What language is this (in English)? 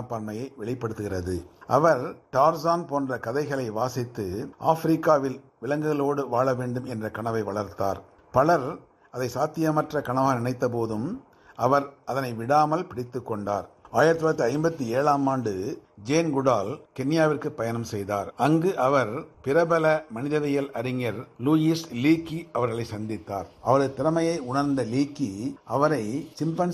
Tamil